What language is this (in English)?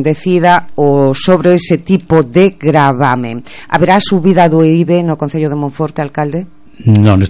Galician